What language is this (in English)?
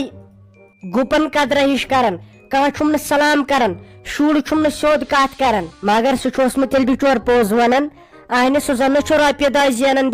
Kashmiri